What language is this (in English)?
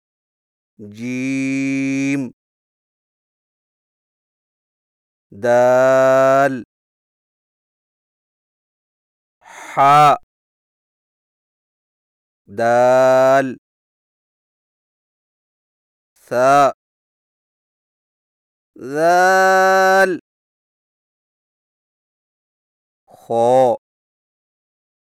Urdu